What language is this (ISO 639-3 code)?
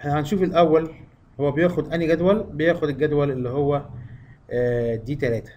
arz